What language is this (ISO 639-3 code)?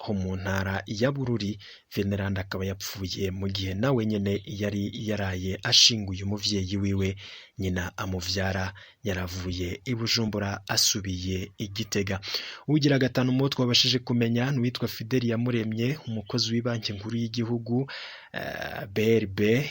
run